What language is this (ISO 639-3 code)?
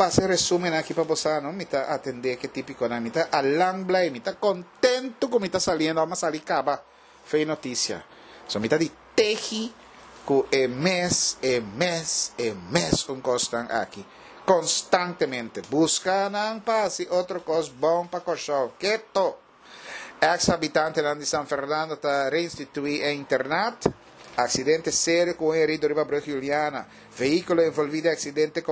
pap